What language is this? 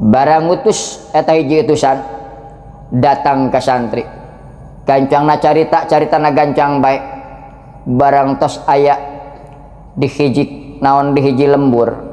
Sundanese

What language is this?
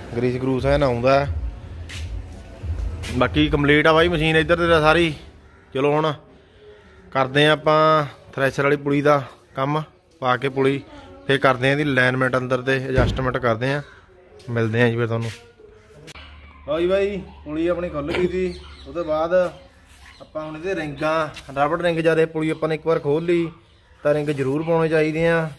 Punjabi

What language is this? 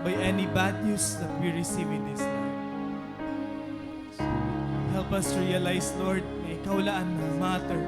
Waray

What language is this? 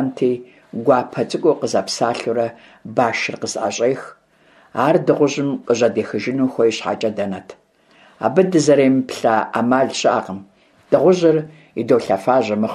Kabardian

